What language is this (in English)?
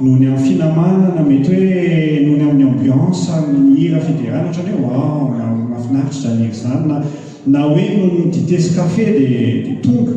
Malagasy